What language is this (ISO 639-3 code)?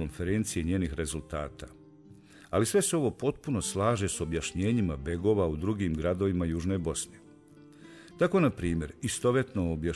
bos